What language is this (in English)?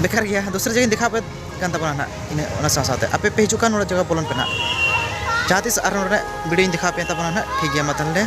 Santali